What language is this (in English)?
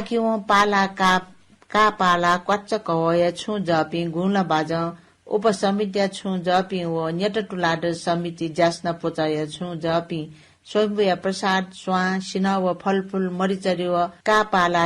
Newari